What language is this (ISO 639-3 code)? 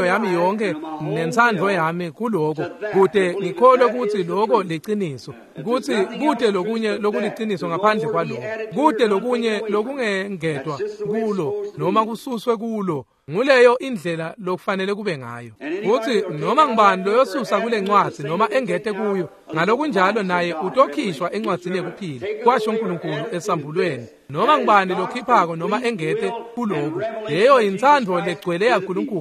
ssw